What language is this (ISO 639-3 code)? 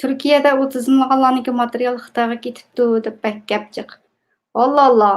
uig